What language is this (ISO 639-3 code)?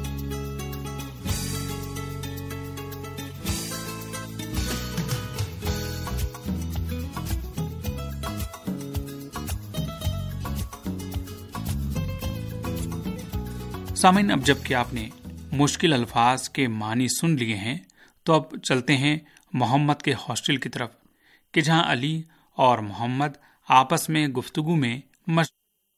urd